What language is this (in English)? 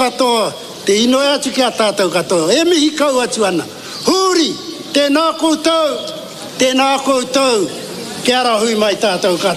Māori